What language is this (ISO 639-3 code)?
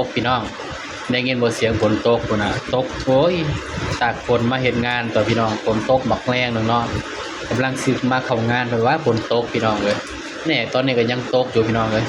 tts